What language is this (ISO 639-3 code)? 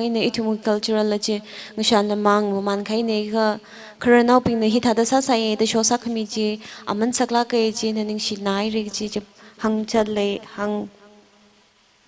nmf